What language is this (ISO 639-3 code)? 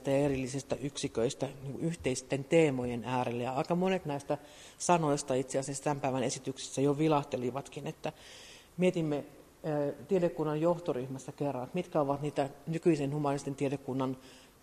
fin